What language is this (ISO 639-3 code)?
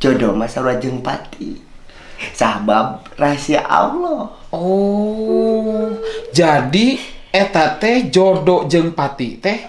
sun